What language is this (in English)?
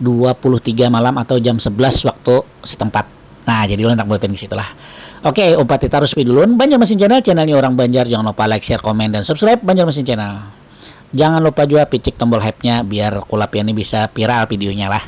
Banjar